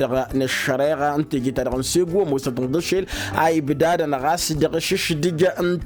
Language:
Tamasheq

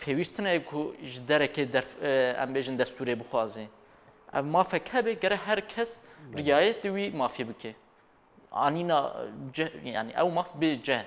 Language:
Kurdish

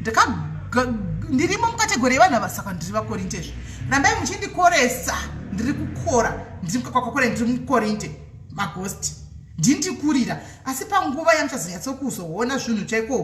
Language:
Shona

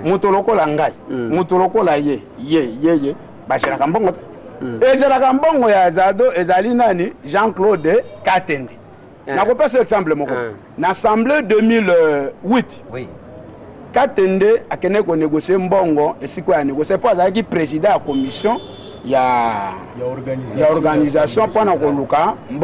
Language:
Lingala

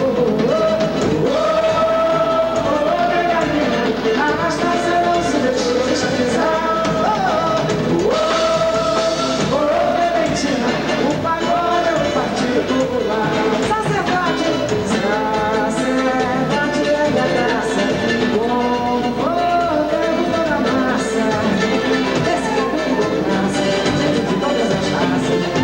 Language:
Portuguese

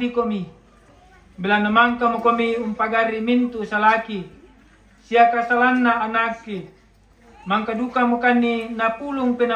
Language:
Toraja-Sa'dan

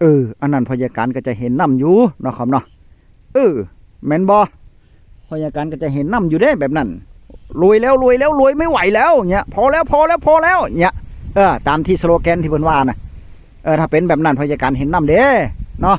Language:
Northeastern Thai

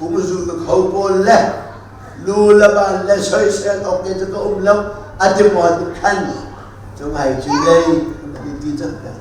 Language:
Hakha Chin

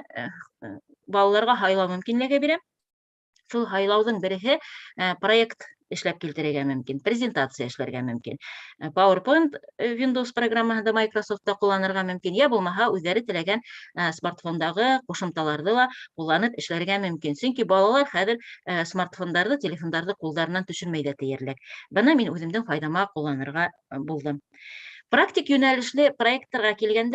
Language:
Bashkir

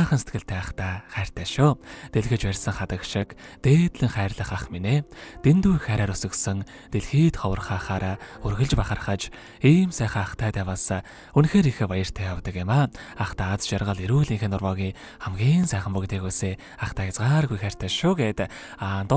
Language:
Mongolian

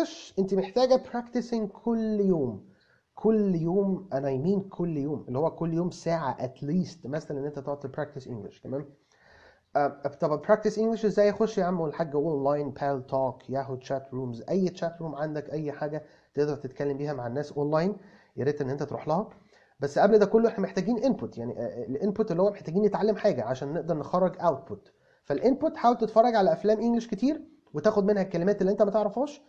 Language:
Egyptian Arabic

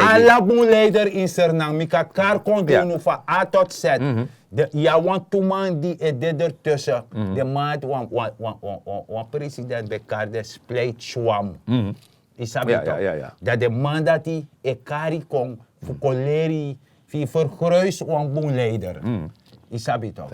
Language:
Sranan Tongo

